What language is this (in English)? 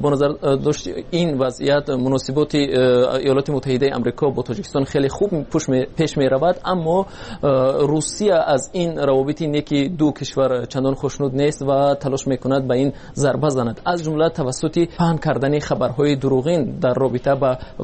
Persian